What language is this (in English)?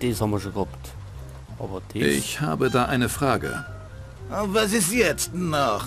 Bavarian